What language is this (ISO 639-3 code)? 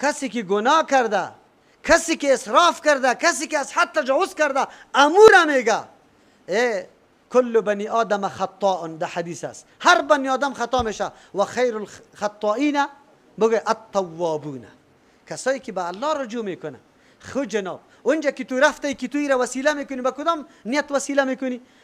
fas